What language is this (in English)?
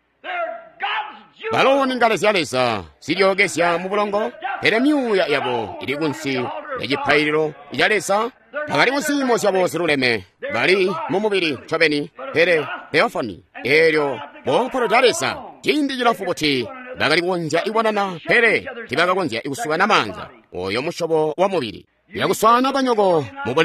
Tonga (Zambia)